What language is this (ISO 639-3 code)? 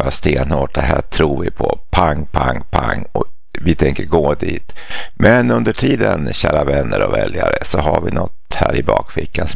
swe